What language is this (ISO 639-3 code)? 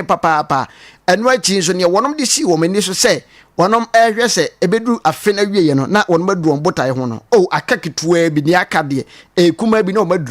aka